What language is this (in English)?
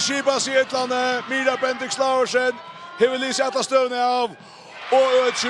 Faroese